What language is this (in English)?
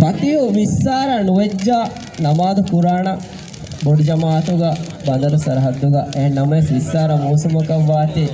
Divehi